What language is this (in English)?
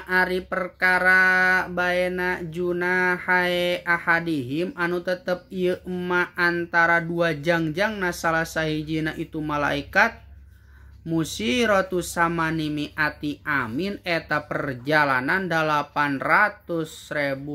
Sundanese